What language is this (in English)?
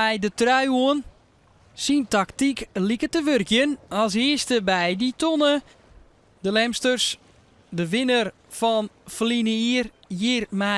Western Frisian